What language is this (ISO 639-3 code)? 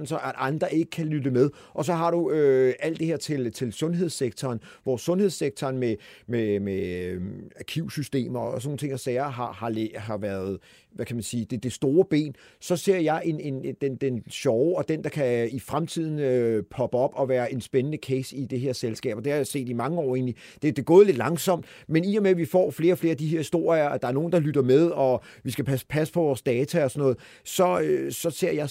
dan